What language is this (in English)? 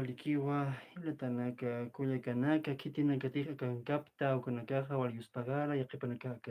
Aymara